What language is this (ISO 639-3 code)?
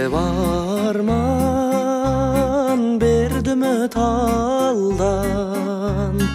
kaz